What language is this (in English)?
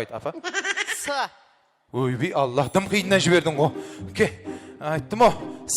Kara-Kalpak